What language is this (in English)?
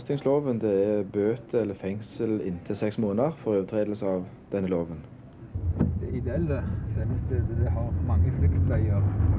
Norwegian